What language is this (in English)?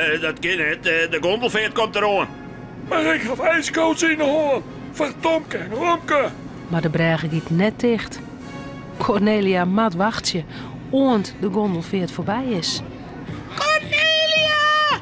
Western Frisian